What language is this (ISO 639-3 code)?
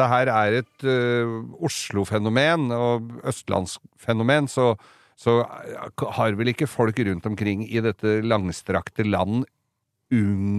nor